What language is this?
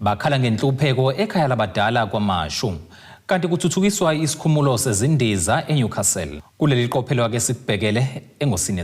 Zulu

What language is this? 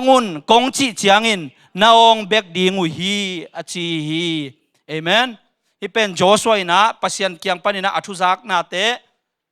Tedim Chin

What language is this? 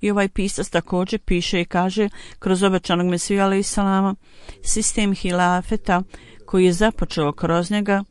Bosnian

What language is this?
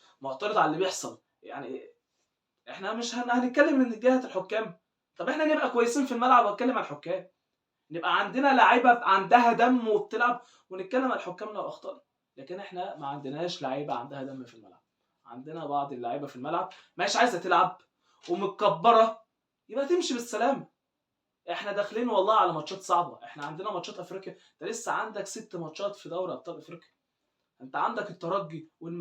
Egyptian Arabic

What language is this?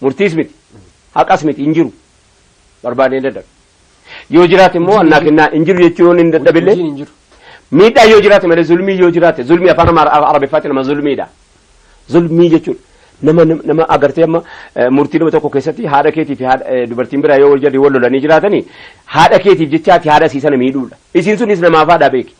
Oromo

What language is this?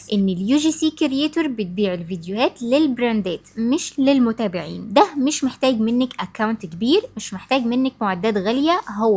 Egyptian Arabic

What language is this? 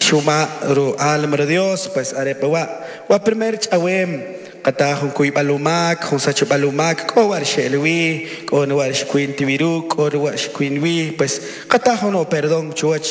Kʼicheʼ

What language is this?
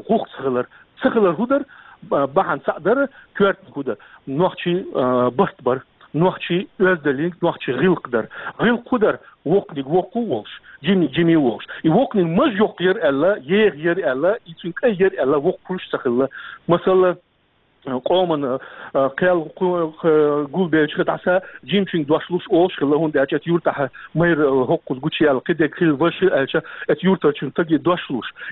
Chechen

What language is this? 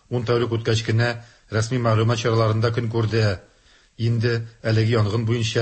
Tatar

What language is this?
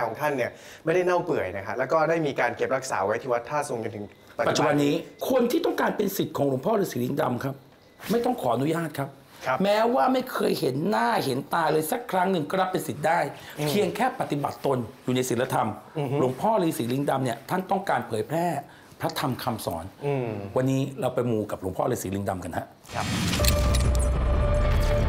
Thai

